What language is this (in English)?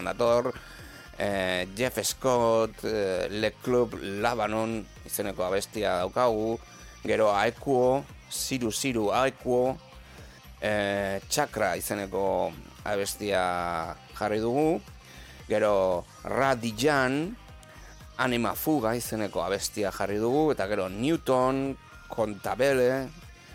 Basque